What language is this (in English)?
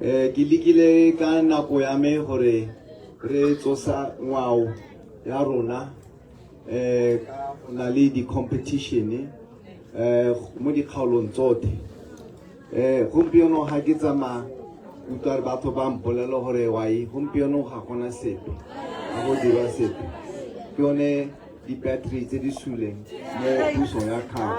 Tswana